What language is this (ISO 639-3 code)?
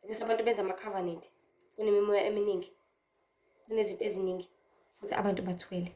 zul